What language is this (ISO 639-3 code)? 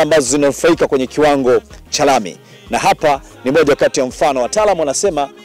swa